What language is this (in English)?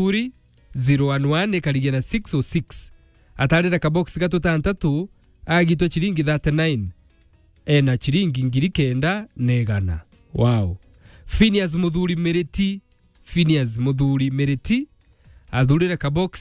Meru